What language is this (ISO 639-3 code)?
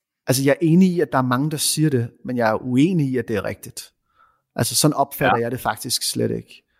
dan